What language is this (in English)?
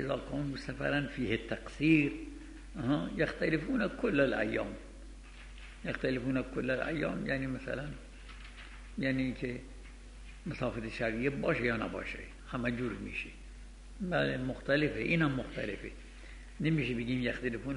Persian